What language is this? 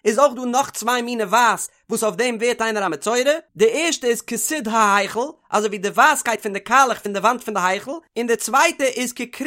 Yiddish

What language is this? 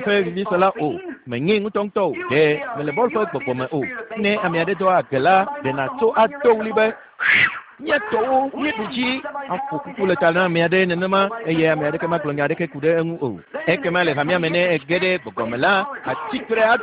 Ewe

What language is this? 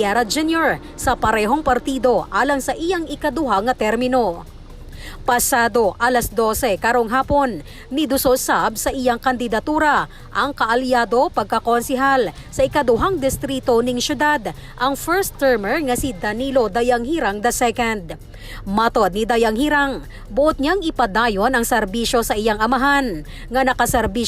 Cebuano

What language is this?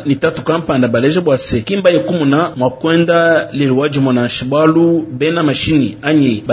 Luba-Lulua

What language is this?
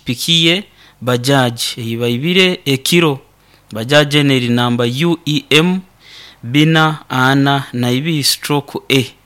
Nyoro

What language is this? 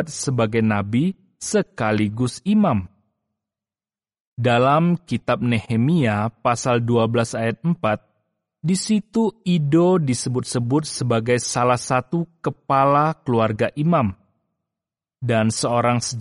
Indonesian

